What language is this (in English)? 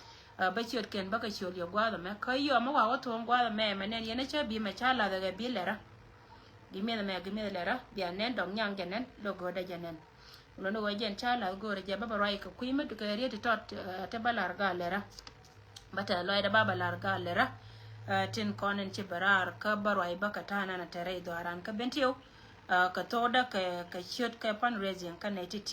Nuer